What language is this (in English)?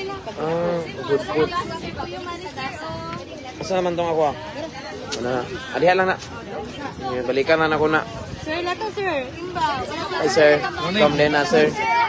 Cebuano